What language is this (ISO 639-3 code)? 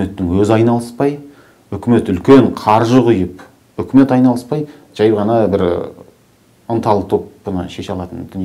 kaz